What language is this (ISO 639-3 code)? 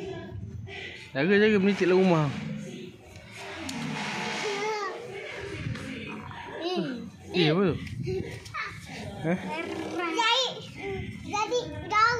msa